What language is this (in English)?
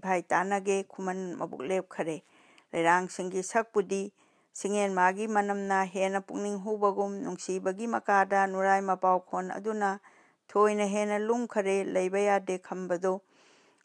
Manipuri